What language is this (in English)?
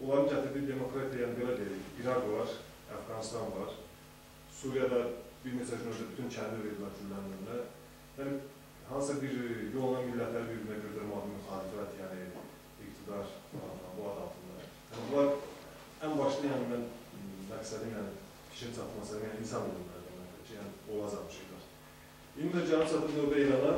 South Azerbaijani